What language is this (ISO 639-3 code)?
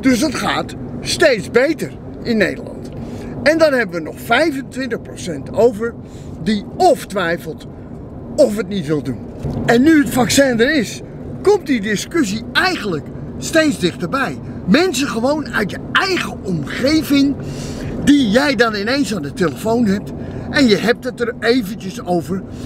nld